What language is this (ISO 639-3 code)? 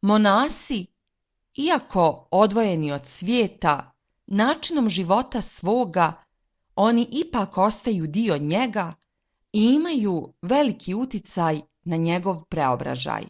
srp